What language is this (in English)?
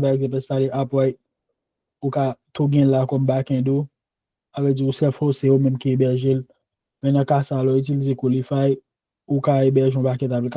Haitian Creole